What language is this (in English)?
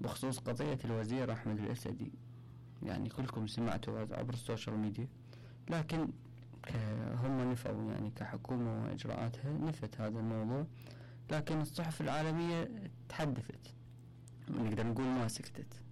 Mesopotamian Arabic